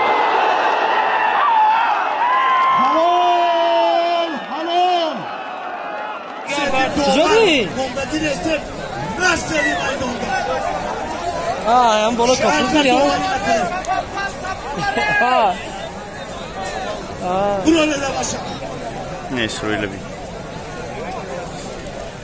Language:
Persian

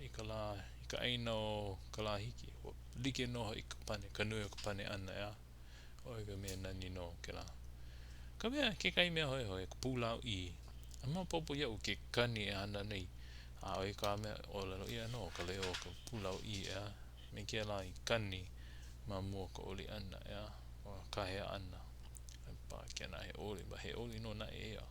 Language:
Hawaiian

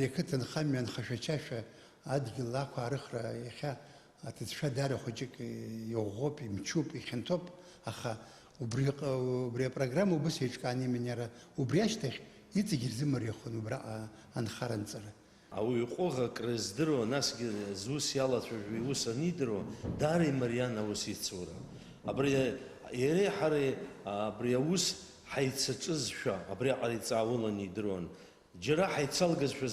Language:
Abkhazian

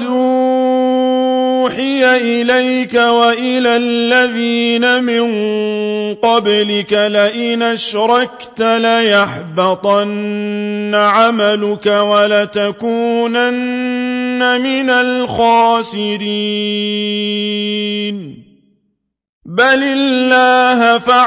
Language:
Arabic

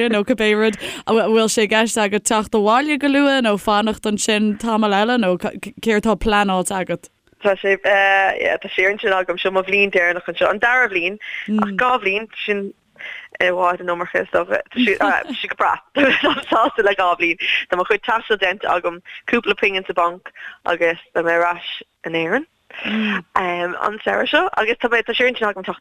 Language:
Irish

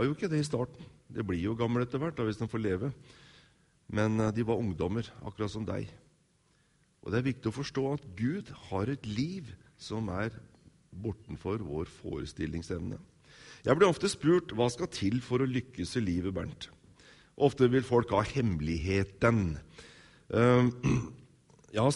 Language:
Norwegian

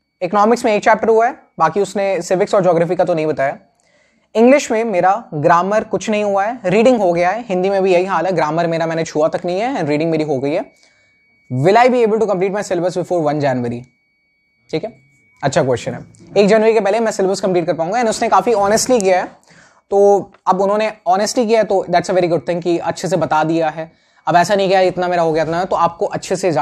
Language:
Hindi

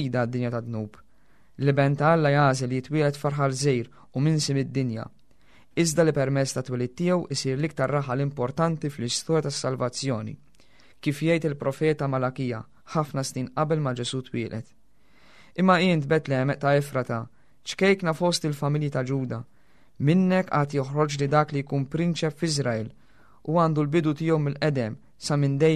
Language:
Maltese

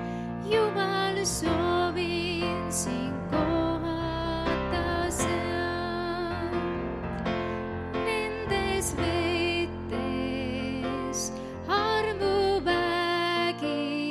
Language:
Estonian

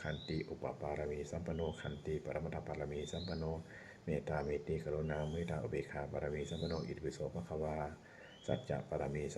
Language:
Pali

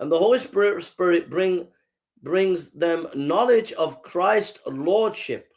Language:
English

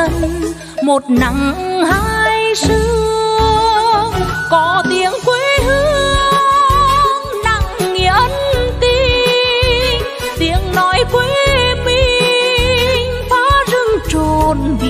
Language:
Vietnamese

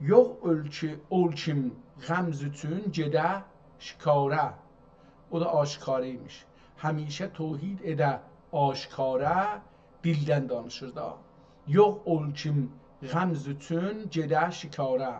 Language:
South Azerbaijani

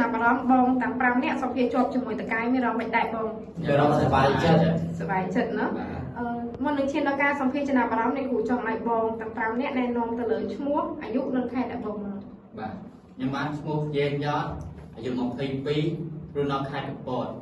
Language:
Khmer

